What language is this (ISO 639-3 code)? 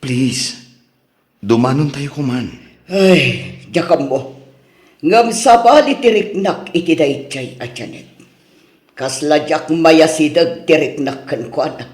ilo